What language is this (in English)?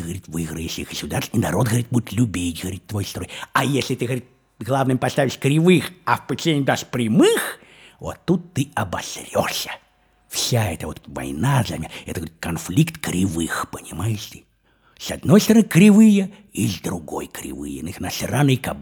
Russian